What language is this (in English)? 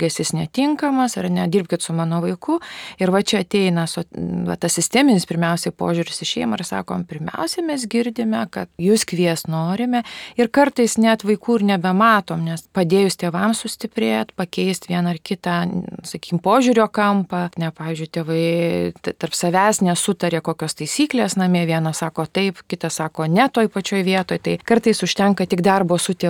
Lithuanian